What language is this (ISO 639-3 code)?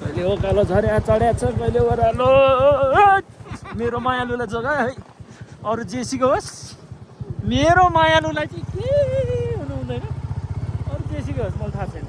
nep